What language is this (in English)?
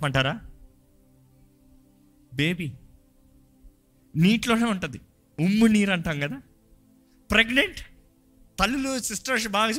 Telugu